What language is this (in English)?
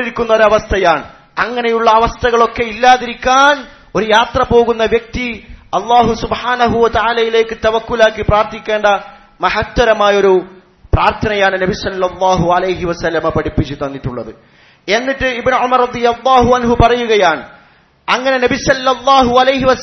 Malayalam